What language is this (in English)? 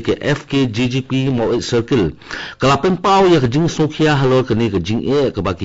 Khasi